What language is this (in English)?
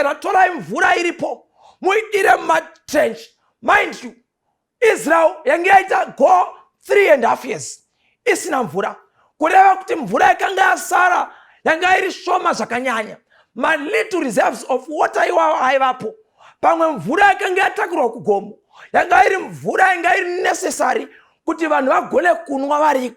Shona